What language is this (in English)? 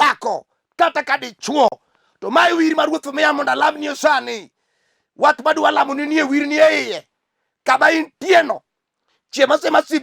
Luo (Kenya and Tanzania)